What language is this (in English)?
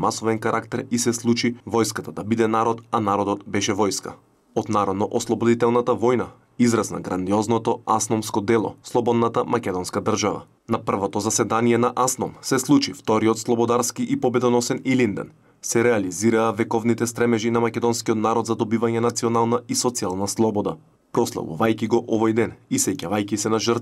Macedonian